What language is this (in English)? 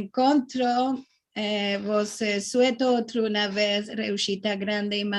Ladino